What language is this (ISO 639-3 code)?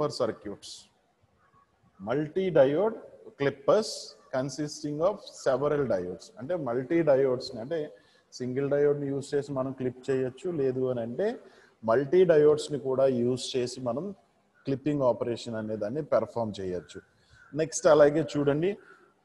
tel